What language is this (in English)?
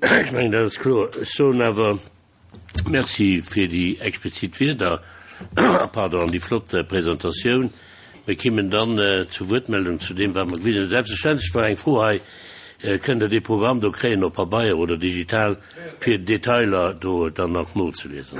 Luxembourgish